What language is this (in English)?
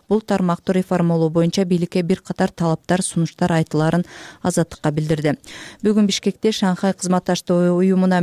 Kyrgyz